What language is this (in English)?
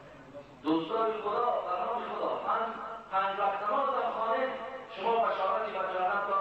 Tajik